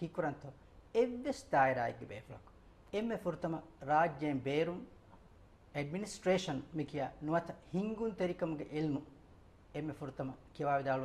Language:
Divehi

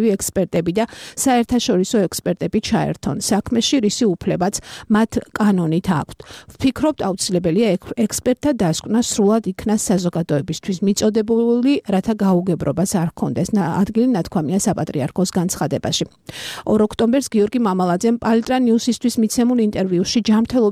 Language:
Georgian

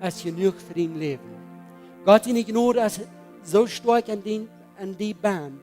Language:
Plautdietsch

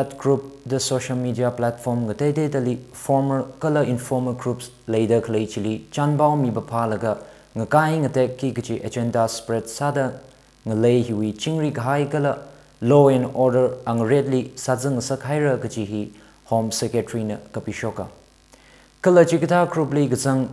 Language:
Tangkhul Naga (India)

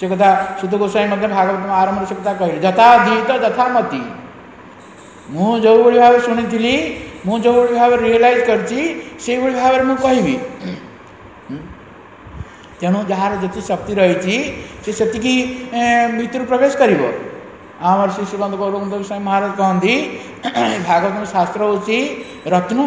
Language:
Odia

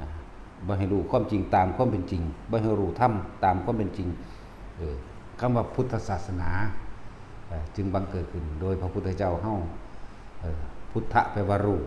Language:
Northeastern Thai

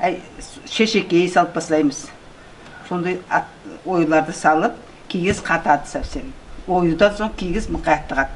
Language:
Nogai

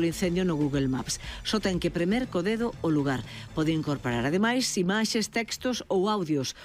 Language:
Galician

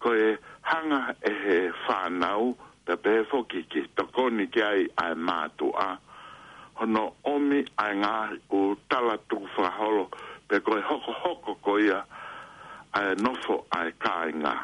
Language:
Tongan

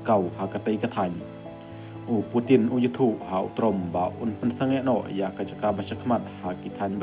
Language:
Khasi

